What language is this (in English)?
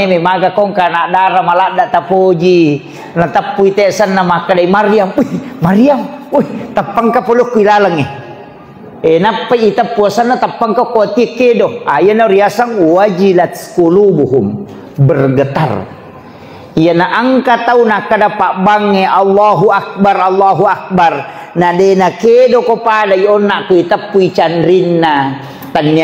Buginese